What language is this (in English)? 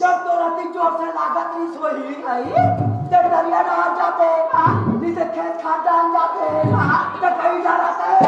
Chhattisgarhi